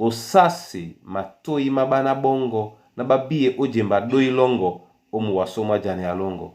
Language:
Duala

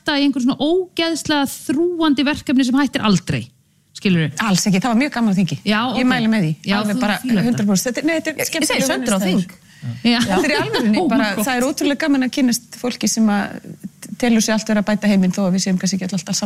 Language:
Icelandic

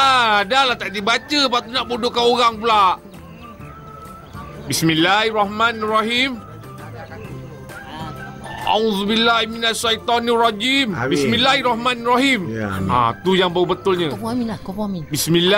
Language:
Malay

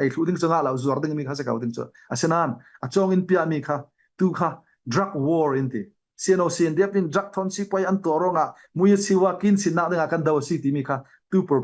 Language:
Falam Chin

